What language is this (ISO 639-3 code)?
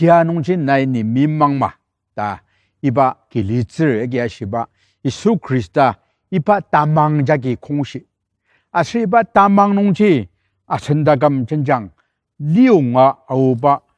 njo